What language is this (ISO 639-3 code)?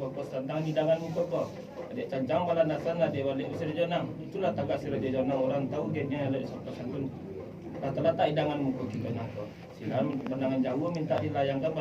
min